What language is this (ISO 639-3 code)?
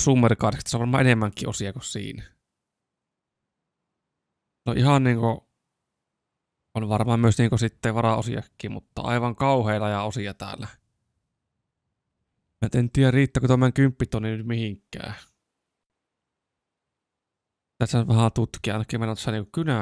fin